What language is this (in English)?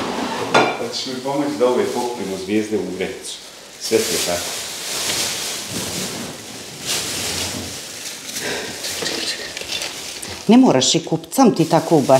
Croatian